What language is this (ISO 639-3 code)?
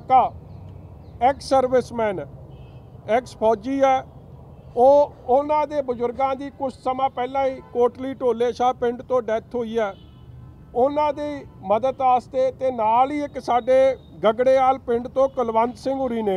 pan